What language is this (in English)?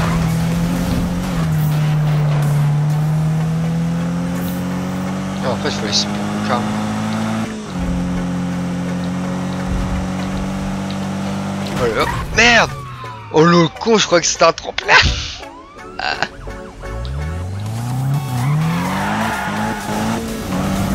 French